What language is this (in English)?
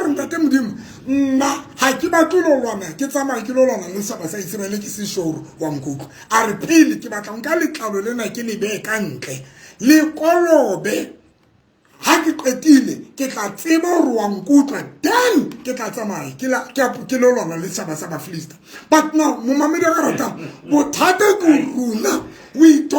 Southern Sotho